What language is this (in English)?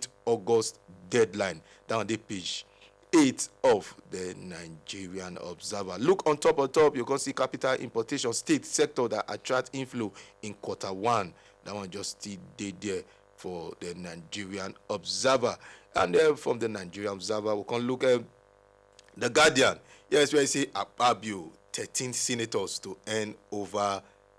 Nigerian Pidgin